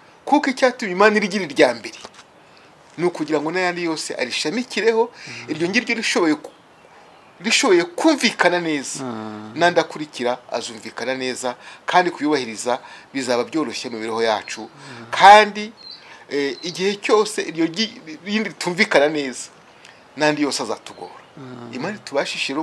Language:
Kinyarwanda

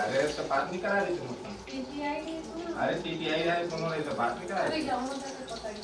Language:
Chhattisgarhi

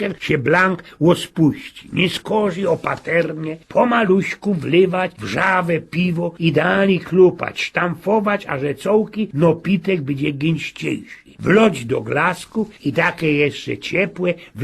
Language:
Silesian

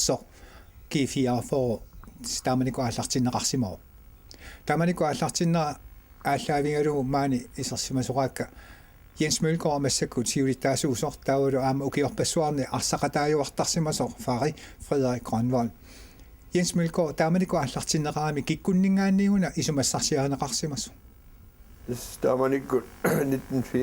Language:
Kalaallisut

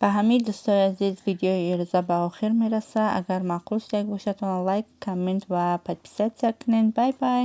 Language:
Tajik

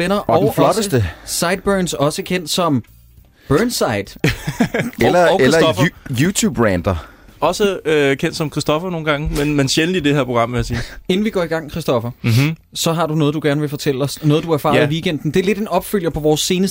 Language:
Danish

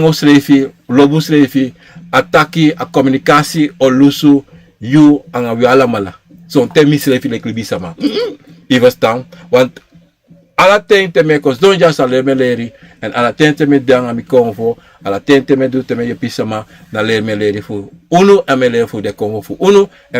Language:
Sranan Tongo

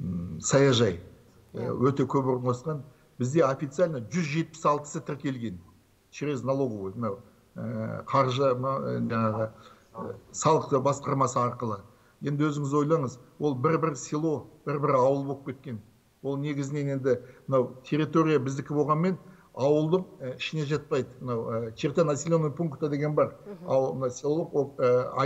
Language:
Kazakh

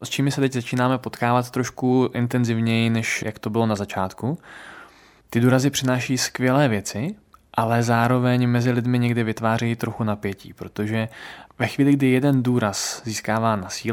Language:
Czech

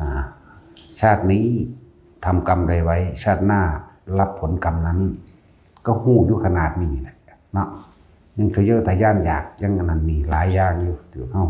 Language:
Northeastern Thai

